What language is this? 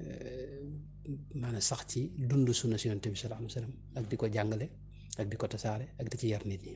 Wolof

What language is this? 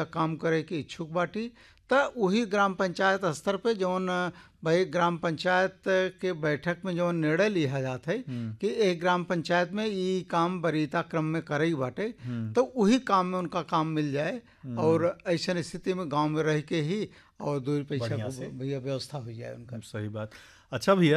Bhojpuri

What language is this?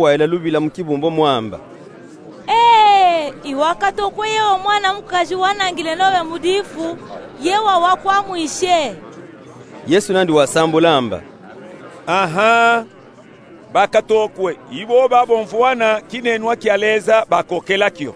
Luba-Katanga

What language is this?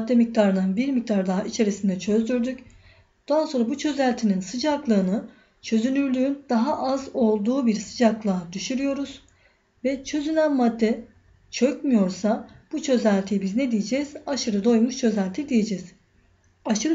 Turkish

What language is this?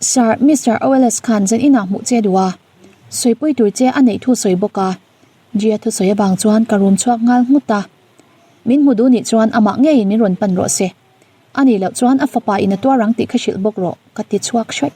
Mizo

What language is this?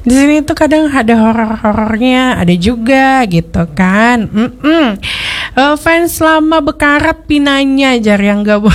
Banjar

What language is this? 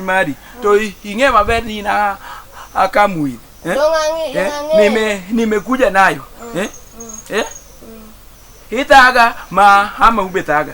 Luo (Kenya and Tanzania)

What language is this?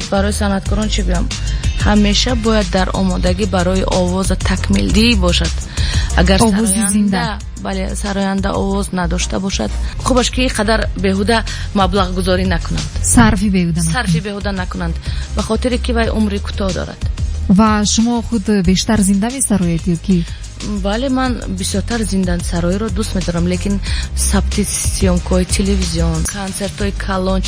Tajik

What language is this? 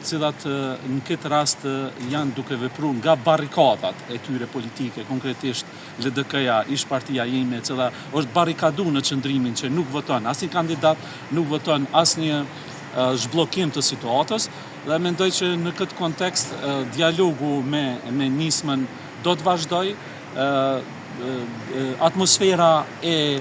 Albanian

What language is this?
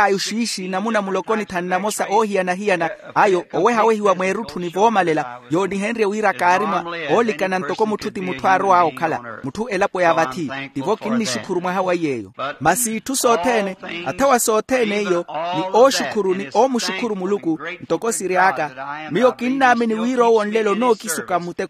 Makhuwa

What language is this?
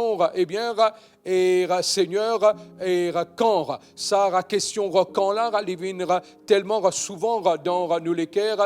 Morisyen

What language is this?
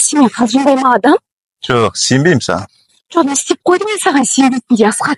Kazakh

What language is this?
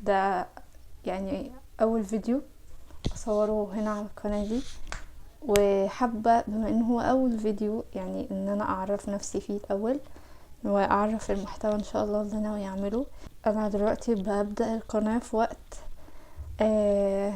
Egyptian Arabic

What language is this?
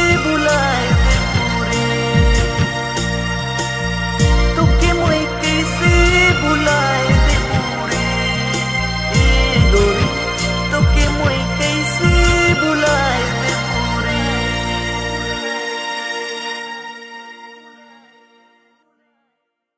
Sadri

